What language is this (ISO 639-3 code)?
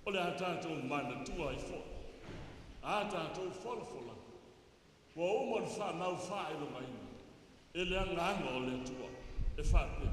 smo